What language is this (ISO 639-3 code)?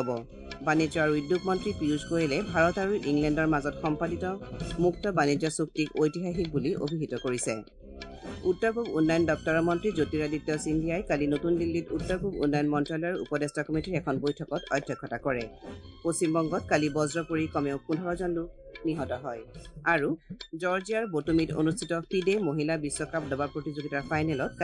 asm